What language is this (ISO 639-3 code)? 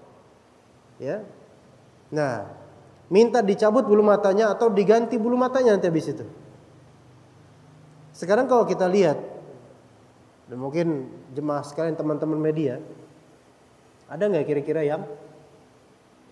ind